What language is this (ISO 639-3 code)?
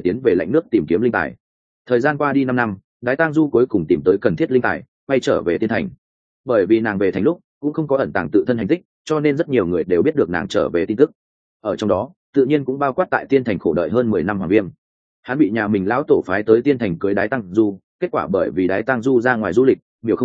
vie